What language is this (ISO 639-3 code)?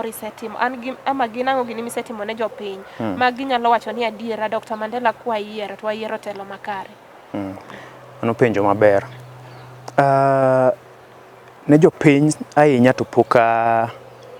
luo